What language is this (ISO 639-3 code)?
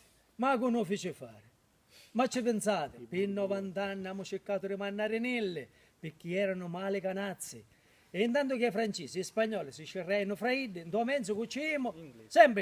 scn